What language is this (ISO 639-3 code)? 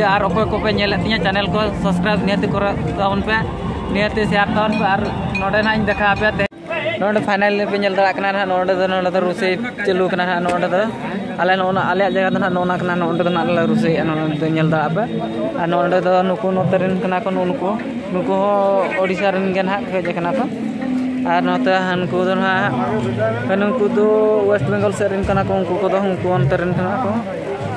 sat